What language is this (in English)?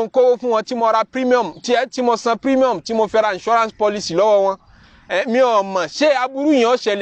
Yoruba